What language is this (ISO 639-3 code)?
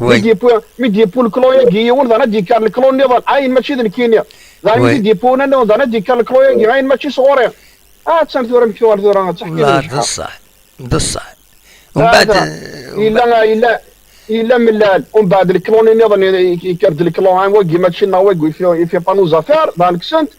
kab